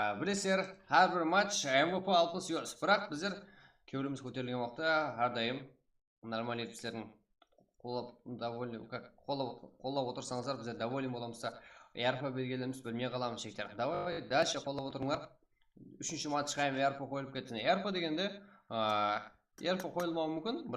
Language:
Kara-Kalpak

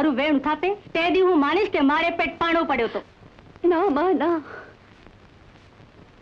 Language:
Gujarati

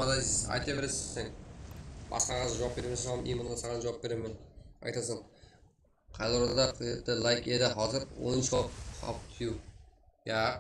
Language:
Kara-Kalpak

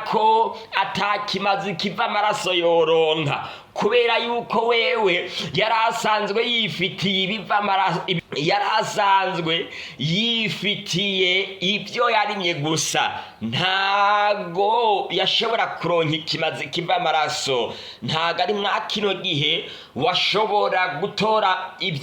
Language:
Rundi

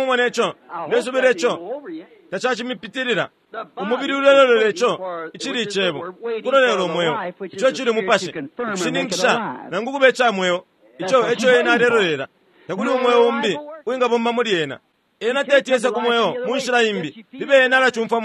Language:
Bemba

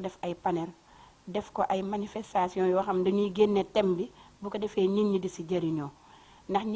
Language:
Wolof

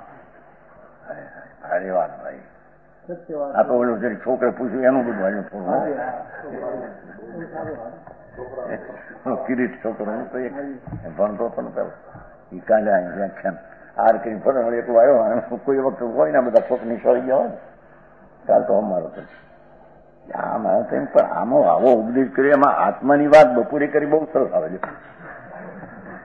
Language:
Gujarati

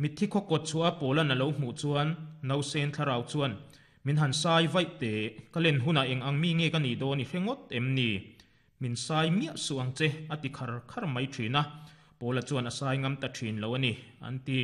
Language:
Mizo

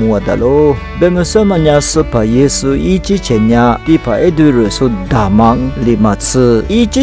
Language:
Lisu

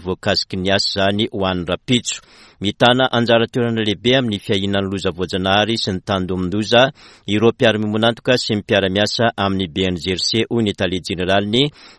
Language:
Malagasy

